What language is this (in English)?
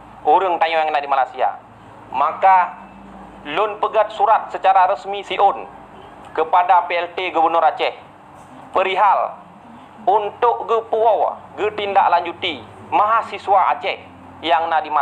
Achinese